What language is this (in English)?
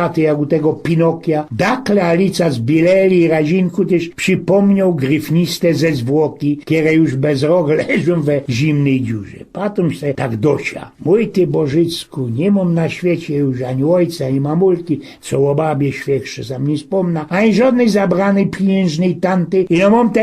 Silesian